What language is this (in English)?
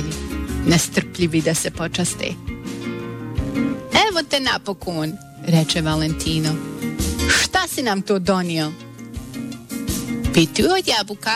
Bosnian